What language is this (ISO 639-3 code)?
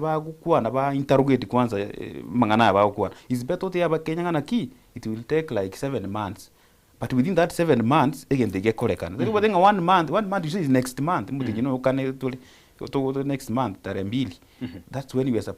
guz